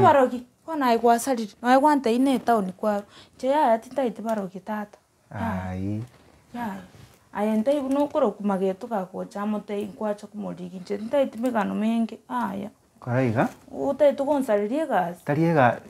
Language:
Gusii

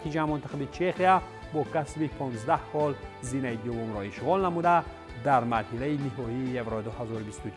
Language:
Tajik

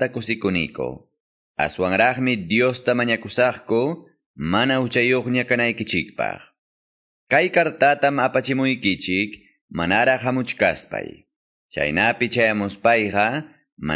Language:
Quechua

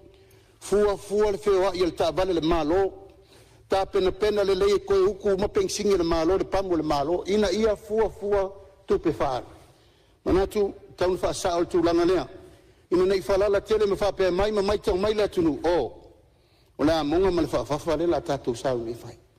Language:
Samoan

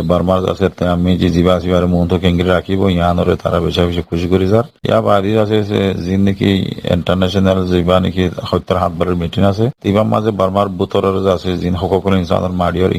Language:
Rohingya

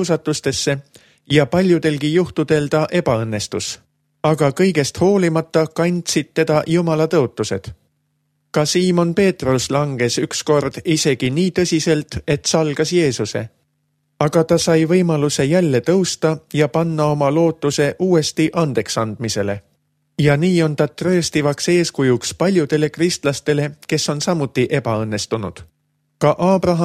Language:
Estonian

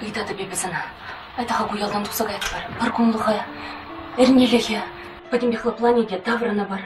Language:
Chuvash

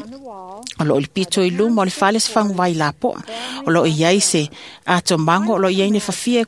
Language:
Samoan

